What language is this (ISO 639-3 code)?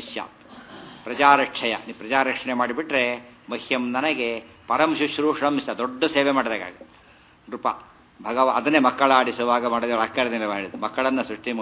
kan